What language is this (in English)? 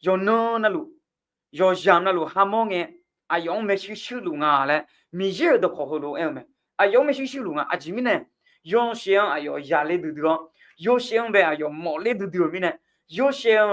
Akha